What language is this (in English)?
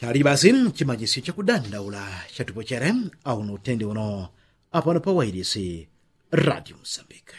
Yao